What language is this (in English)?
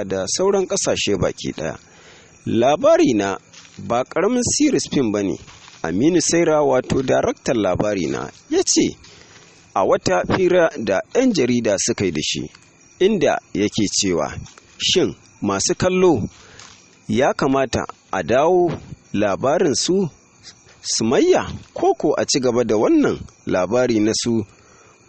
Hausa